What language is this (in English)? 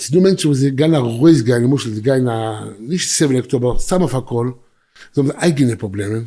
Yiddish